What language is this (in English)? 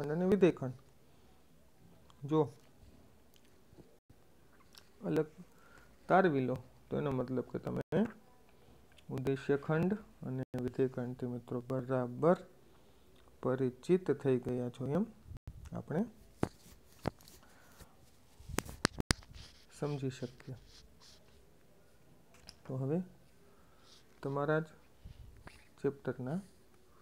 Gujarati